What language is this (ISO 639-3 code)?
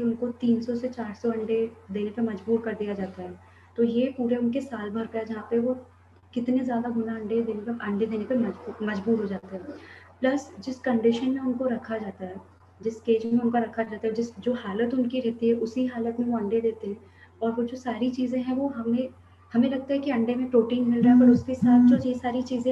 hin